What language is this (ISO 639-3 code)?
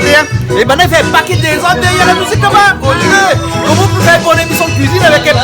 rcf